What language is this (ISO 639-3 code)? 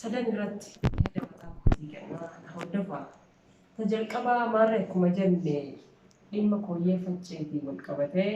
orm